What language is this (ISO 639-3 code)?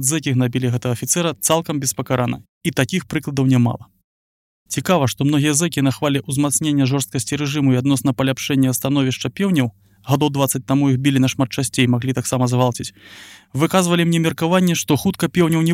bel